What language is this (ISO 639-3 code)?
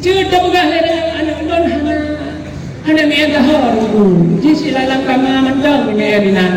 ace